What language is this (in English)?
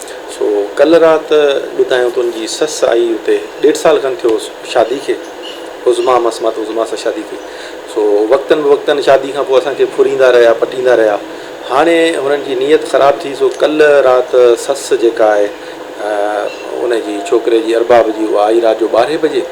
Sindhi